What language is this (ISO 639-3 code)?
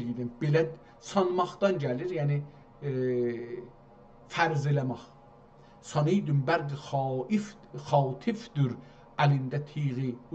azb